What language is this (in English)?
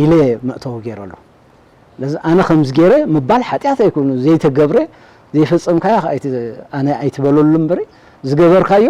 Tigrinya